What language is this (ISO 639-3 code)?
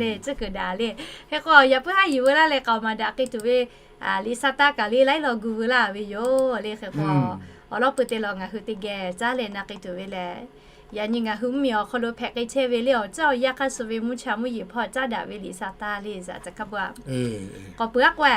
lhu